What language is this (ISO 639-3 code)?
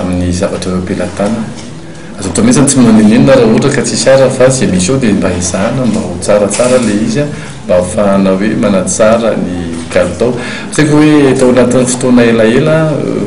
mlg